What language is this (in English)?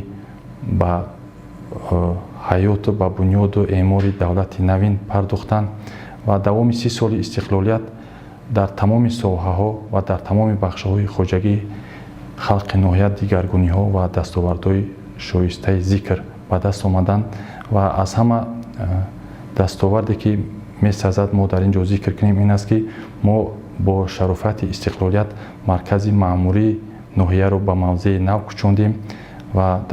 Tajik